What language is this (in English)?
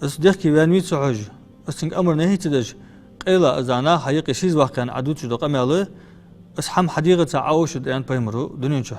Ingush